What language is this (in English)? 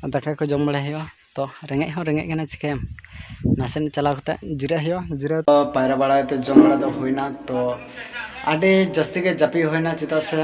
Santali